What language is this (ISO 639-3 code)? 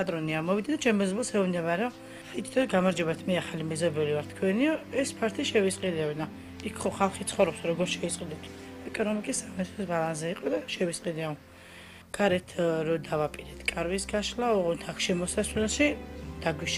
kat